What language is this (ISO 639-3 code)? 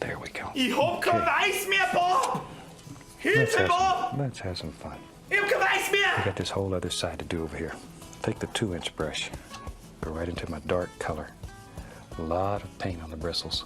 bar